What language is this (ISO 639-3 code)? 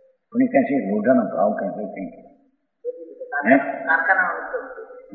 guj